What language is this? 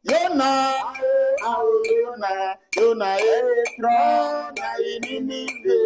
Ewe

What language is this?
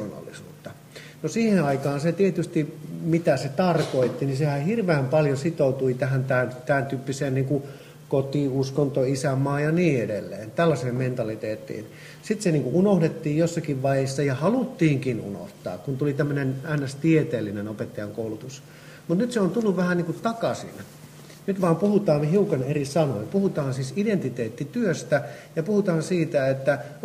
Finnish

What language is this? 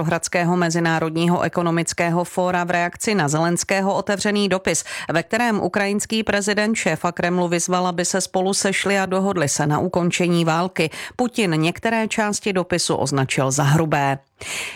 Czech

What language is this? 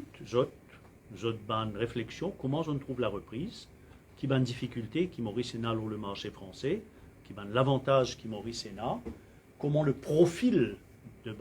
Morisyen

